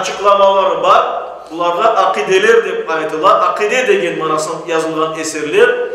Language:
Crimean Tatar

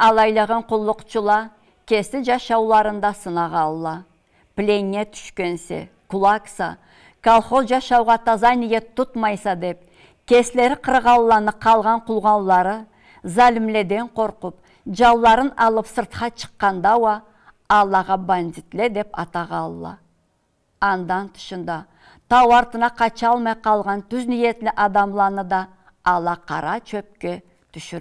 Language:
Karachay-Balkar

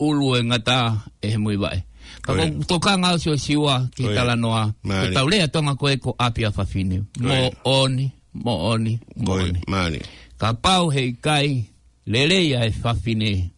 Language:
Tongan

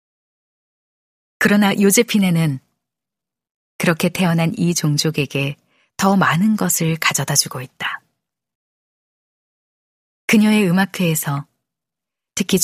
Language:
Korean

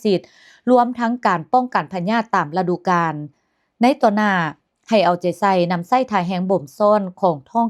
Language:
Lao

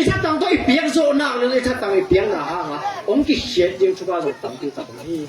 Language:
Tedim Chin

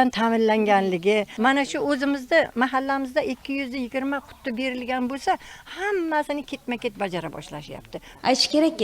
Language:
Uzbek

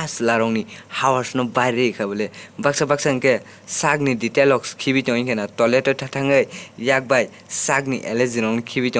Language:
Kok Borok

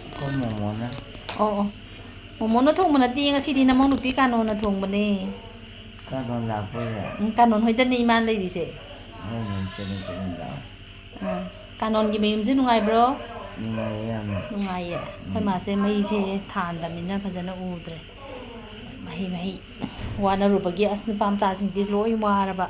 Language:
Manipuri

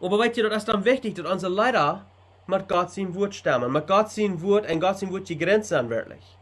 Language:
Plautdietsch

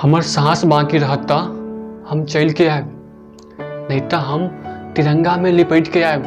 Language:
Maithili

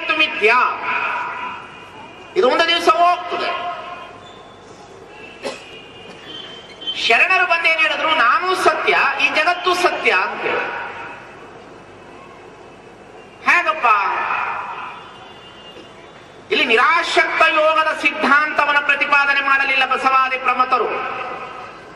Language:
Kannada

